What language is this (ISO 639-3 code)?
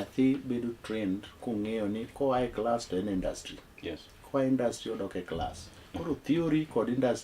luo